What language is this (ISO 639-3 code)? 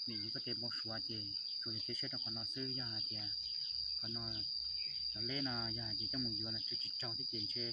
hmn